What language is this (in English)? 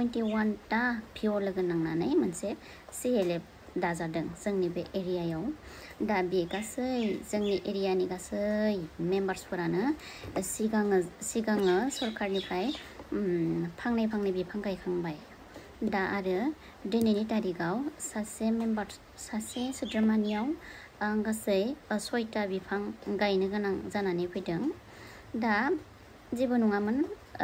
Bodo